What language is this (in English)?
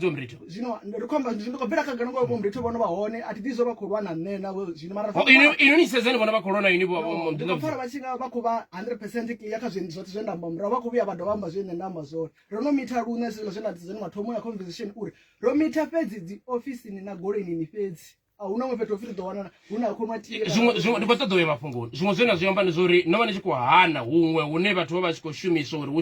Venda